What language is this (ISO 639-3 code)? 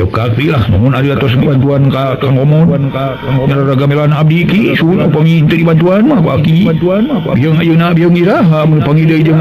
sun